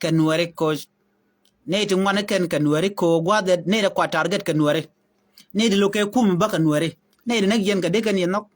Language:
Nuer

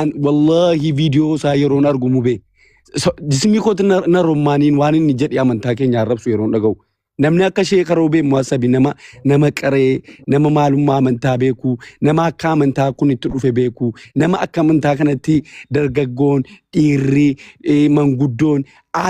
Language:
Oromo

